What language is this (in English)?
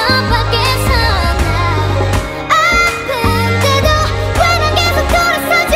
Korean